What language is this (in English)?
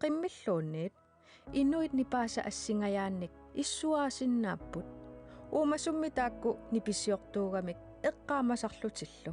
Kalaallisut